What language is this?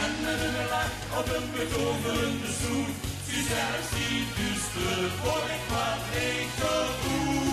Limburgish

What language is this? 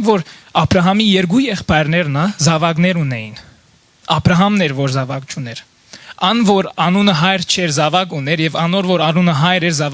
Western Armenian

